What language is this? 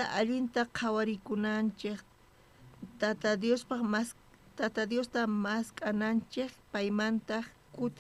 South Bolivian Quechua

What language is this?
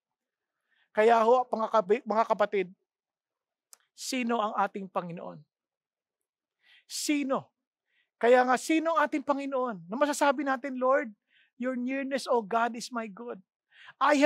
Filipino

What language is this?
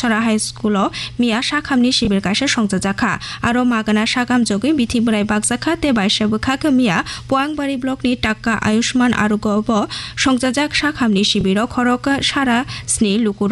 Kok Borok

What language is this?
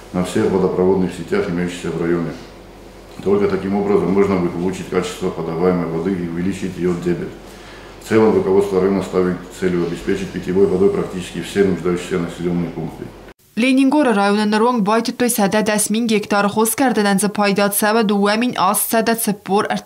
Ossetic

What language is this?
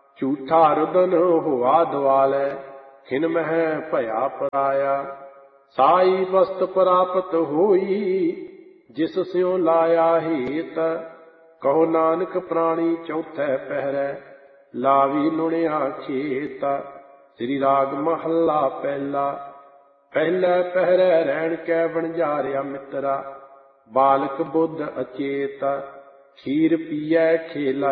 Punjabi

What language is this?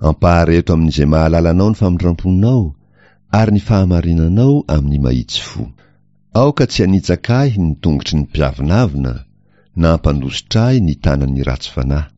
Malagasy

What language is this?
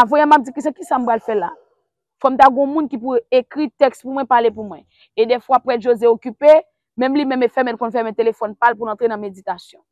Haitian Creole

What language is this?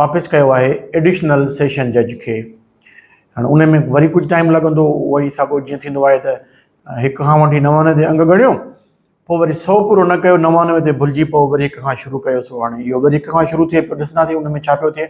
Sindhi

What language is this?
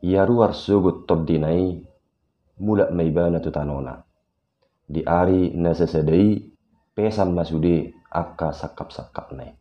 Batak Toba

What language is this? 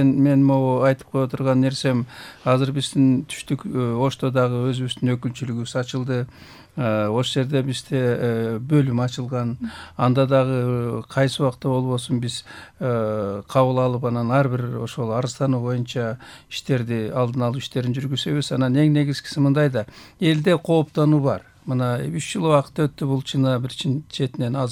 Kyrgyz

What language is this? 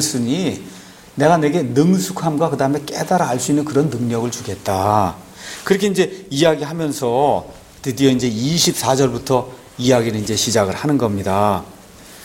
Korean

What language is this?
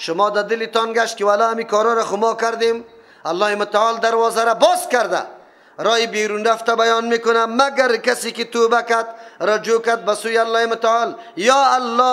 Persian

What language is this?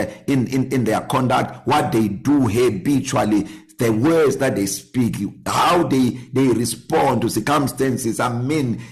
English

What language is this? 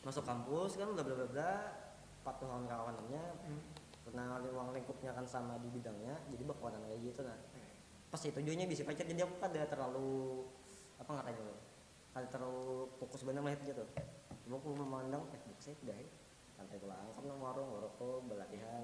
Banjar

